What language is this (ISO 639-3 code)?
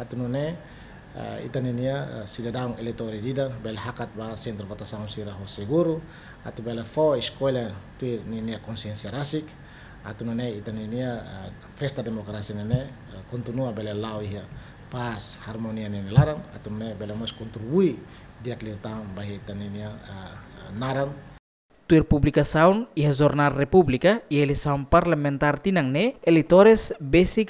tet